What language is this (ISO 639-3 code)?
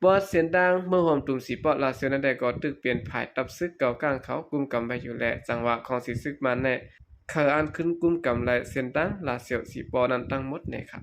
shn